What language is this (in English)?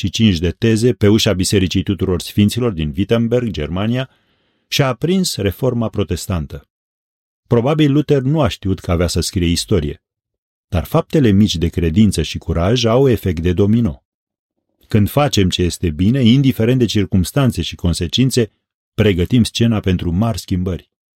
Romanian